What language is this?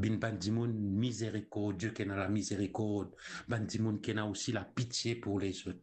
Morisyen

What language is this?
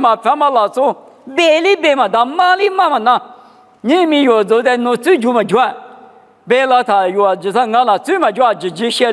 Lisu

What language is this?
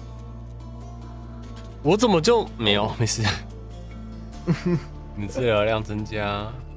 Chinese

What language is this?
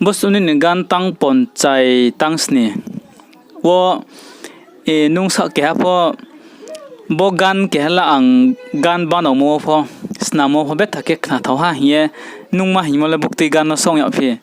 Riang (India)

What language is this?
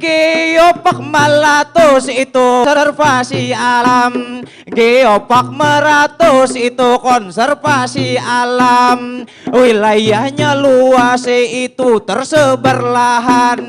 Banjar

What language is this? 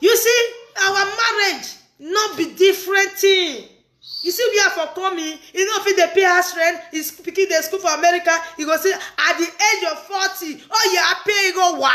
Nigerian Pidgin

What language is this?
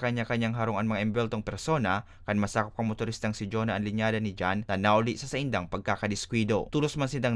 Bikol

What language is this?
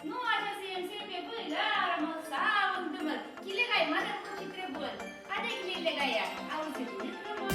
Chuvash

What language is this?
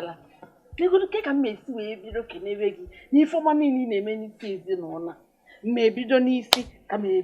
Igbo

